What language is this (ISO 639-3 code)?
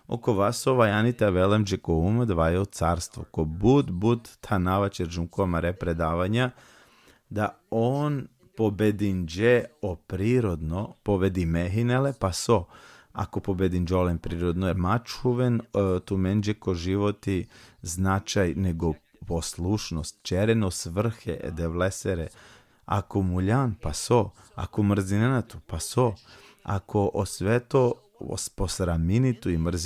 rmn